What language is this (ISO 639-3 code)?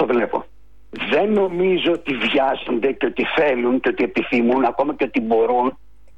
ell